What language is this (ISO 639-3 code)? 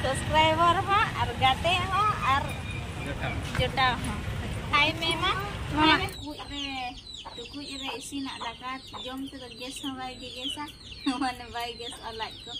sat